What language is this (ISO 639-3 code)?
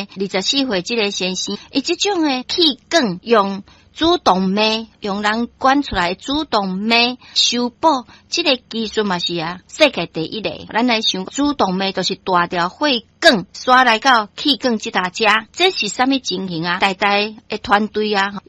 nan